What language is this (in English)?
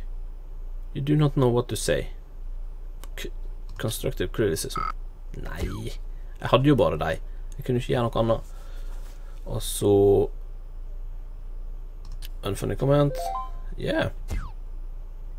Norwegian